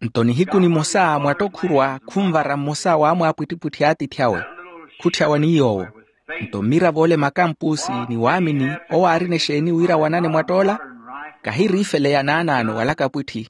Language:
Makhuwa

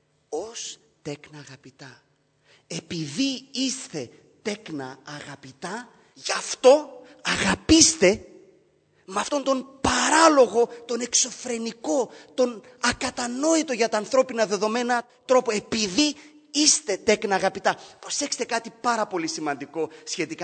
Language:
Greek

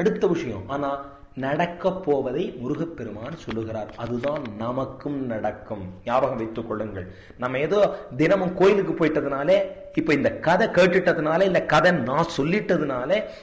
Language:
Tamil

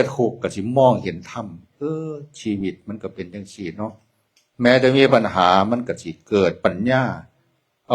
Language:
Northeastern Thai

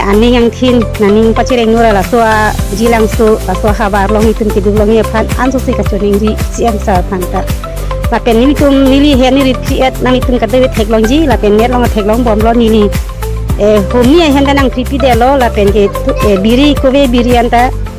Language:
Karbi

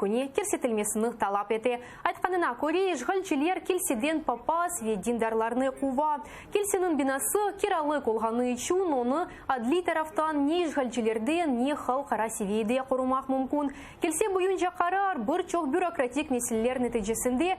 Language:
Crimean Tatar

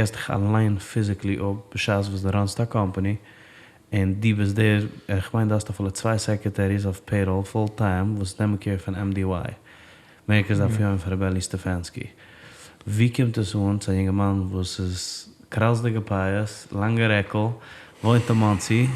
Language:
Yiddish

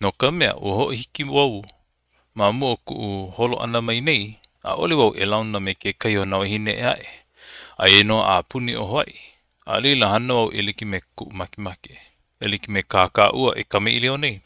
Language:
Hawaiian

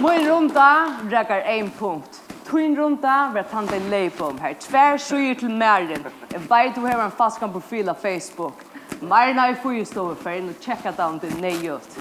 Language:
Faroese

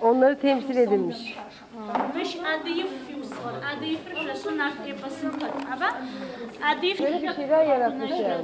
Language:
Adyghe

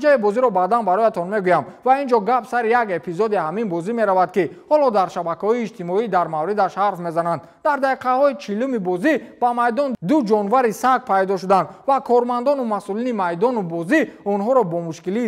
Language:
Tajik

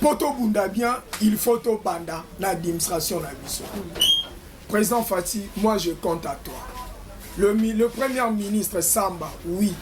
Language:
Lingala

